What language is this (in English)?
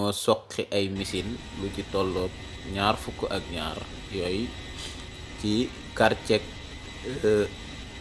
Wolof